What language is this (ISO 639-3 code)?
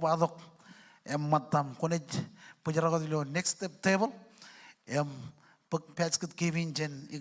mah